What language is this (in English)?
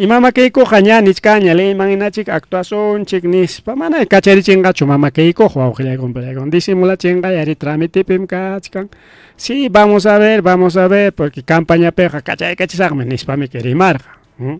Ayacucho Quechua